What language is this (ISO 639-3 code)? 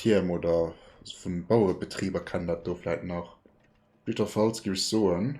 ltz